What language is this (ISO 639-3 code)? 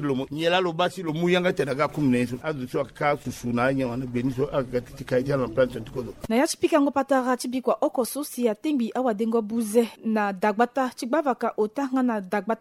sag